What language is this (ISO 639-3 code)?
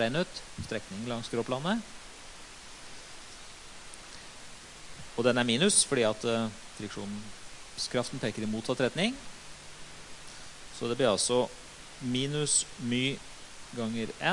nor